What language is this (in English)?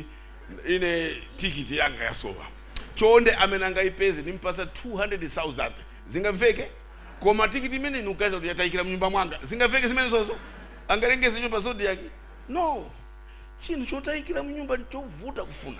Nyanja